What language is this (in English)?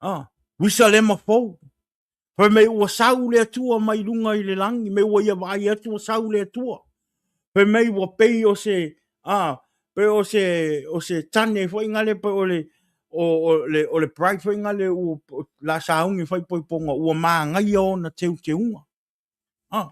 Samoan